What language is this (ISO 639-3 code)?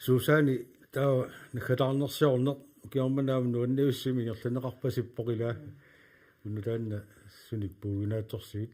kal